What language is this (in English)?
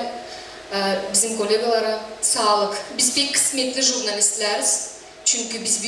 Gagauz